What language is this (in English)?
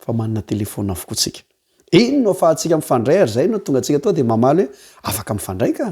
Malagasy